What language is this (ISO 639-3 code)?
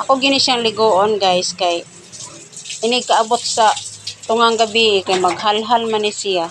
ceb